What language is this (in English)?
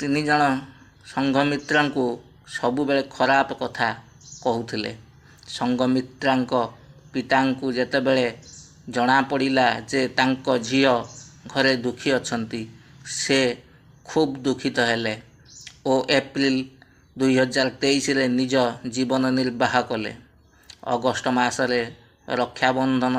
Odia